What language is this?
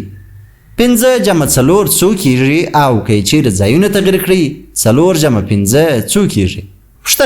Pashto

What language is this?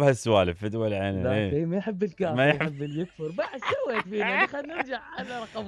Mesopotamian Arabic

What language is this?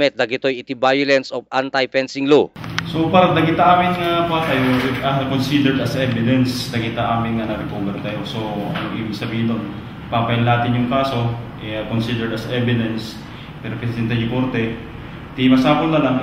Iloko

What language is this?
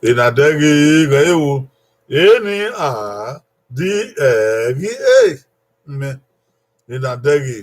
Bini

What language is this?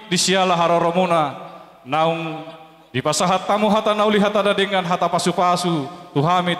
Batak Toba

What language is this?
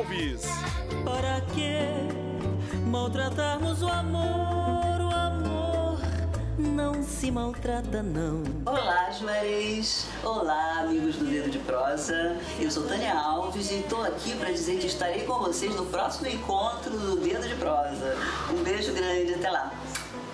Portuguese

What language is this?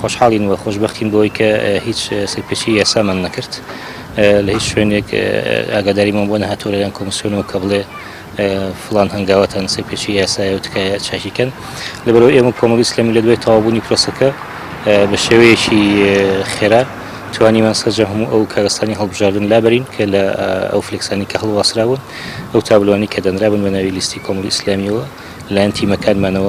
Central Kurdish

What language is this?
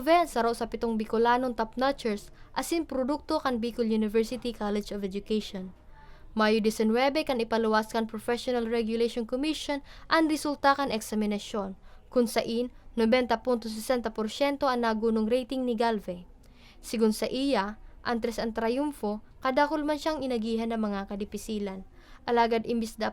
Bikol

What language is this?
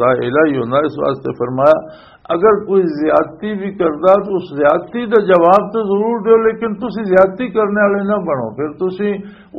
Western Panjabi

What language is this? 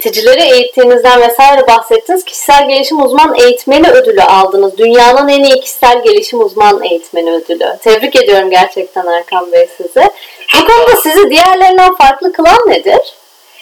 Turkish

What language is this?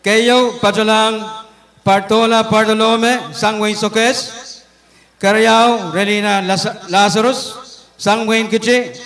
Pohnpeian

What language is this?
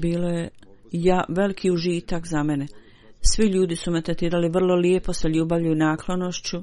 Bosnian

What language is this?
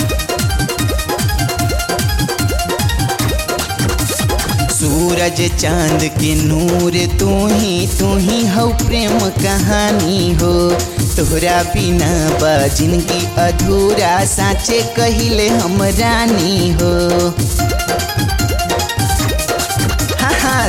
Bhojpuri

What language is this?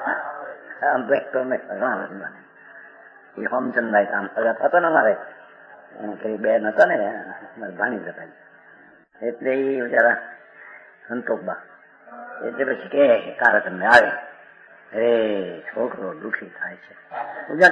Gujarati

